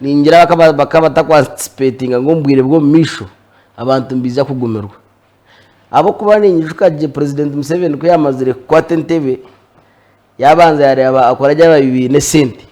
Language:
Nyankole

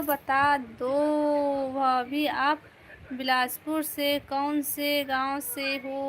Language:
Chhattisgarhi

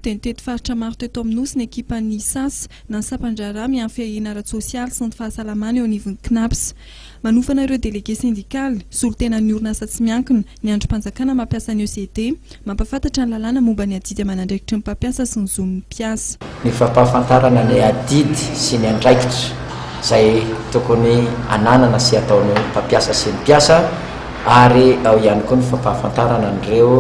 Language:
Malagasy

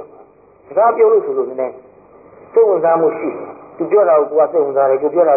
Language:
Burmese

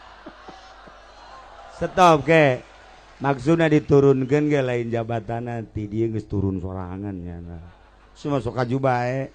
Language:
Sundanese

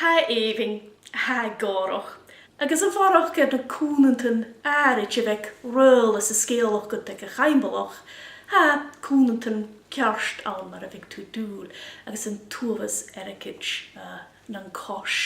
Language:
Scottish Gaelic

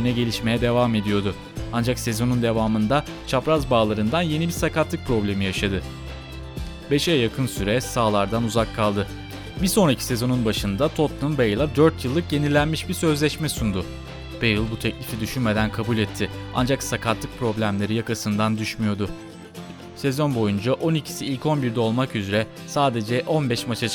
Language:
Turkish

